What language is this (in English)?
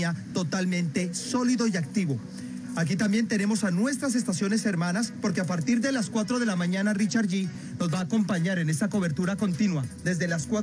Spanish